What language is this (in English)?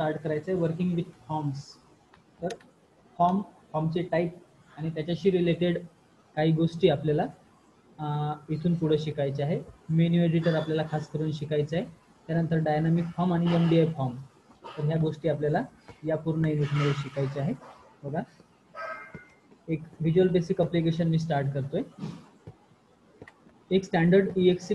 Marathi